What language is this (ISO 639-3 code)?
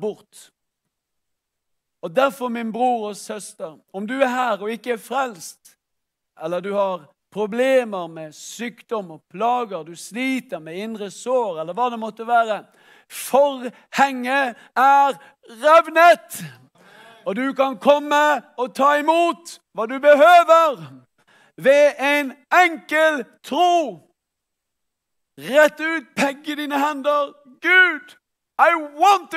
nor